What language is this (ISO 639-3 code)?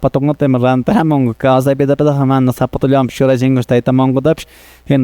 que